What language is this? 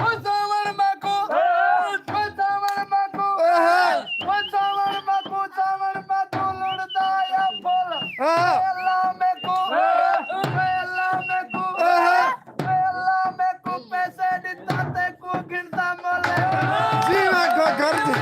Saraiki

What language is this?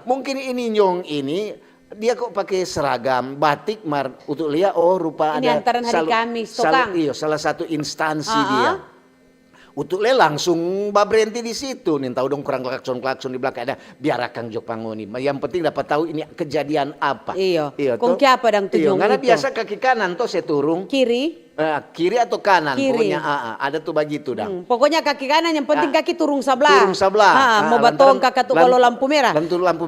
Manado Malay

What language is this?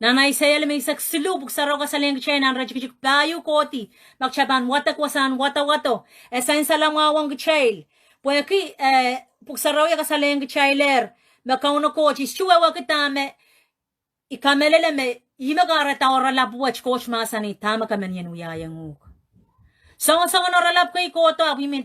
Pohnpeian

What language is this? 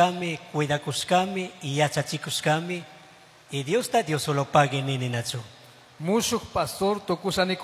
Chimborazo Highland Quichua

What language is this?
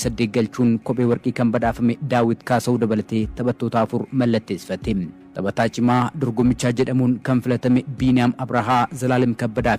Oromo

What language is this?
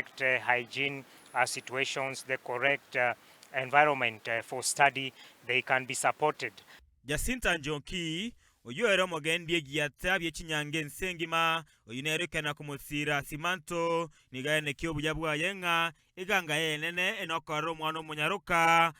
Gusii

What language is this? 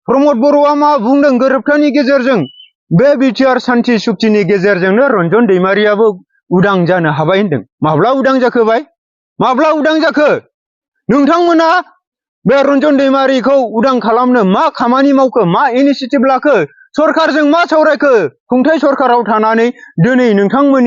Bodo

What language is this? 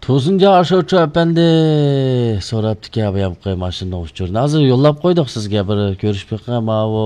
Uyghur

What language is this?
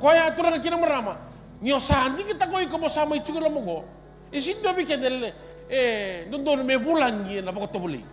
Fijian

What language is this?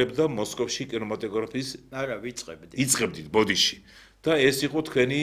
Georgian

